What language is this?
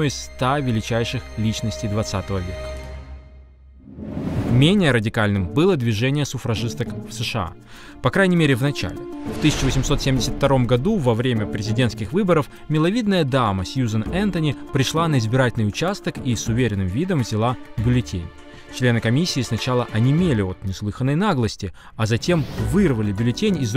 Russian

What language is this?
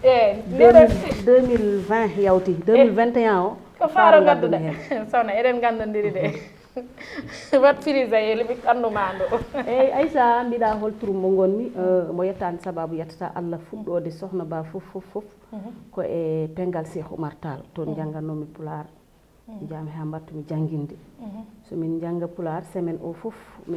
Fula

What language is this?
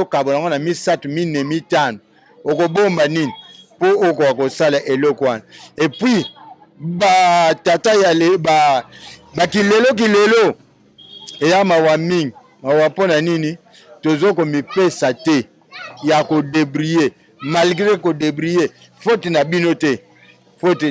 Lingala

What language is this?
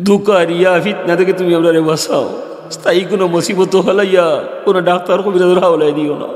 Sylheti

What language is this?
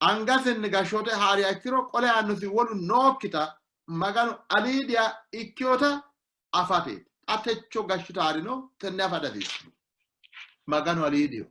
Sidamo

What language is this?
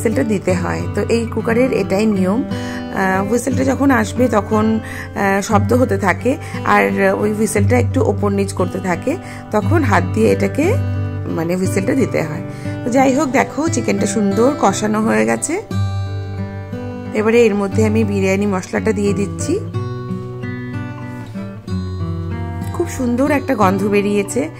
Bangla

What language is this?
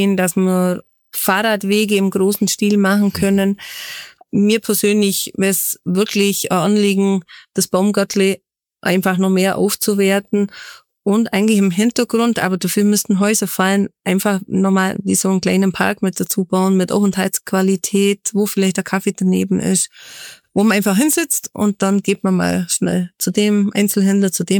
German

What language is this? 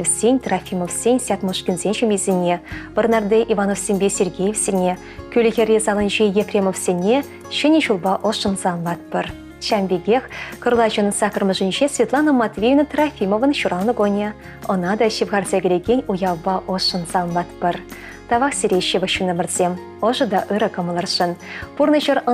Chuvash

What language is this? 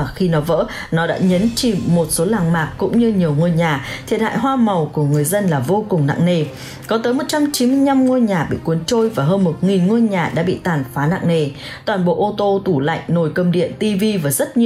Vietnamese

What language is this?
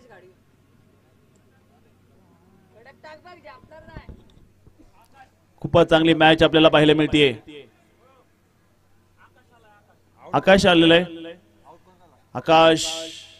Marathi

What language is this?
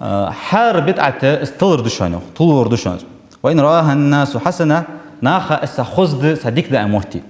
Ingush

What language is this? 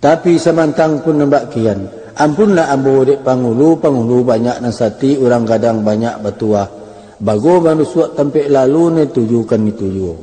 Minangkabau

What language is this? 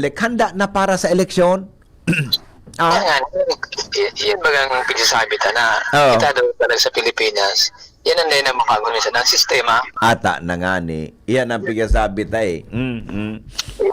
Bikol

